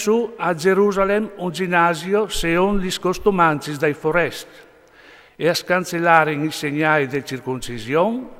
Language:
Friulian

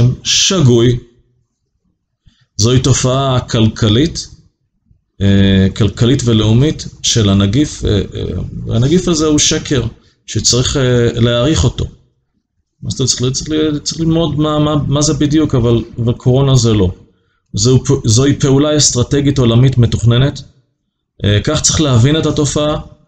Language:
Hebrew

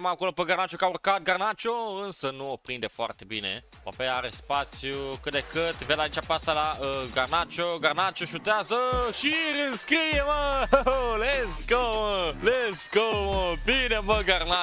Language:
Romanian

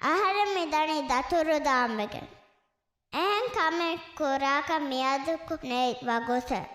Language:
Divehi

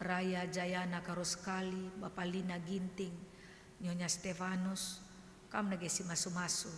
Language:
Batak Karo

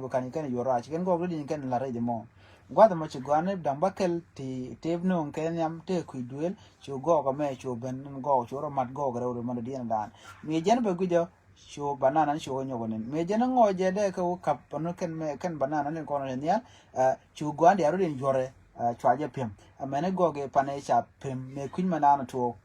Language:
Nuer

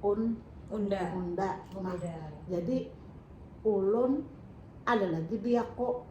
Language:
Banjar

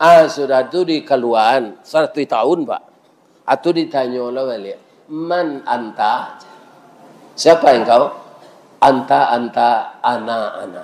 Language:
Minangkabau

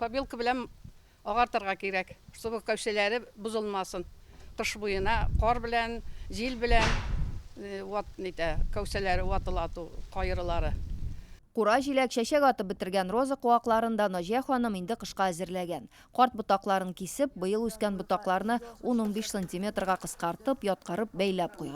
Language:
Tatar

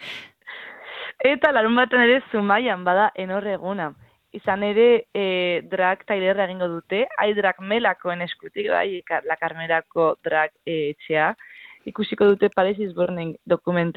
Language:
Basque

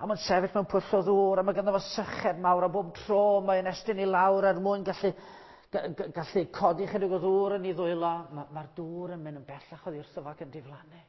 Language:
Welsh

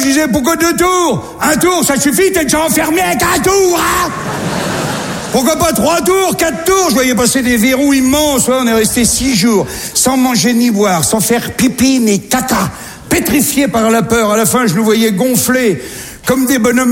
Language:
French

